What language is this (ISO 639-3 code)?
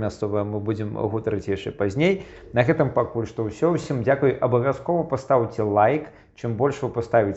bel